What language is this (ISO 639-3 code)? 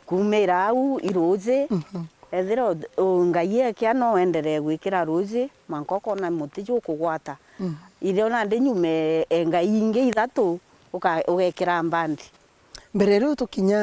mer